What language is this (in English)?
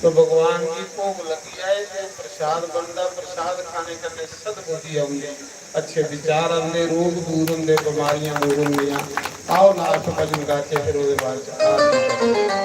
Dogri